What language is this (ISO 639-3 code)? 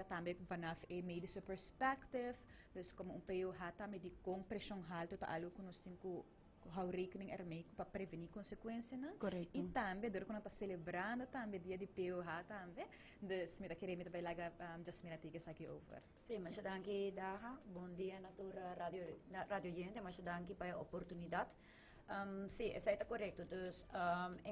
pap